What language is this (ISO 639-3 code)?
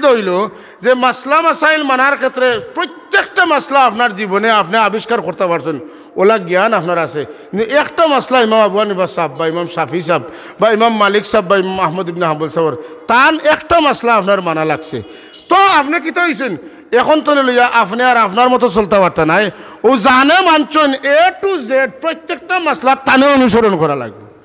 syl